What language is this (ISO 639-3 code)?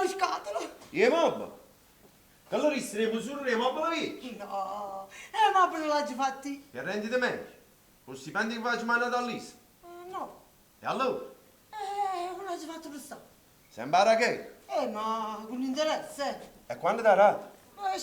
nap